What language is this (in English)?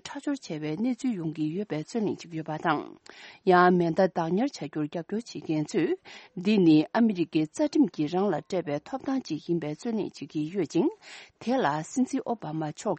Tibetan